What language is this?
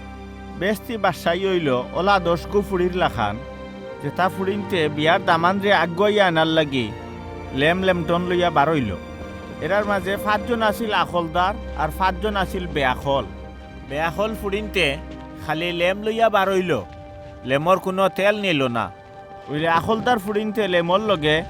Sylheti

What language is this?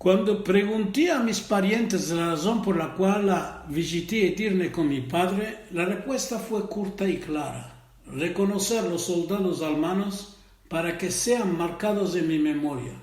Ladino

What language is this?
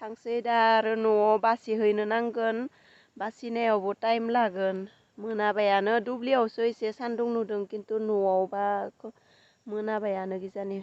Bodo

